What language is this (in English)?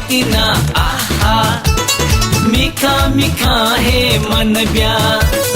Newari